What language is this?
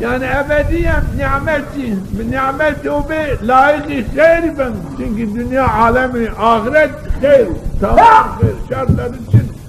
Zaza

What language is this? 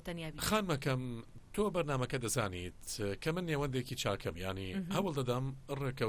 Central Kurdish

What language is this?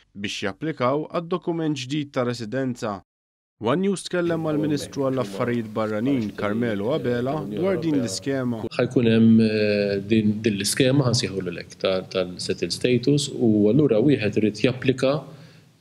Maltese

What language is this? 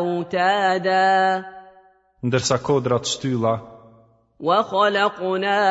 Albanian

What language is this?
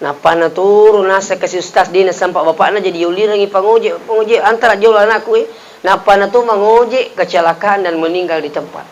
Buginese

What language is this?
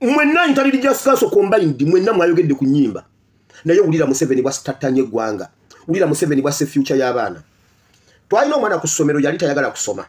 Ganda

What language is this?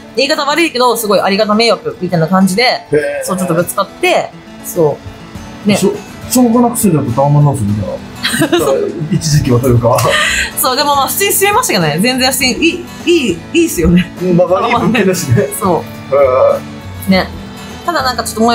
Japanese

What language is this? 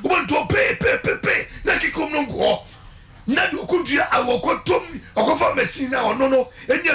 Akan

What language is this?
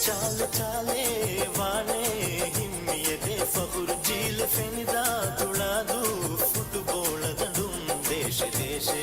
Divehi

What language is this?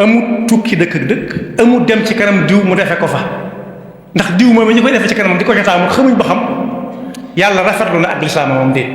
Wolof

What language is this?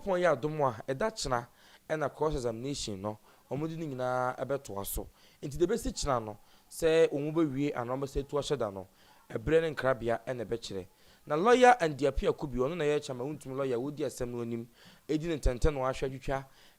Akan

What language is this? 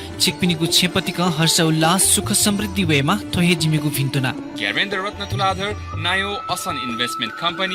Newari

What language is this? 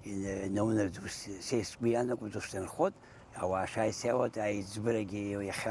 Abkhazian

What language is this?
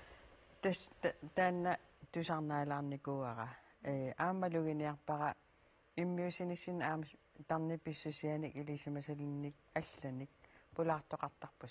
Kalaallisut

